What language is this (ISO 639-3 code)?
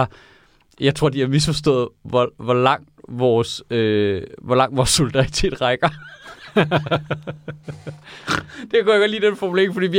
dan